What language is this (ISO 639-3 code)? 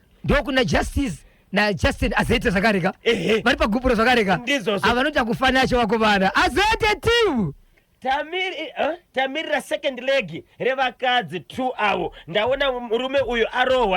sna